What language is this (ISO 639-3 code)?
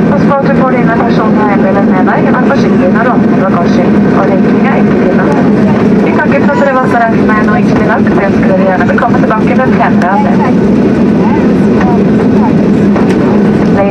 nor